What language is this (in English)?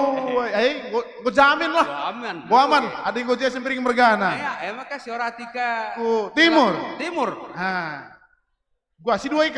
Batak Karo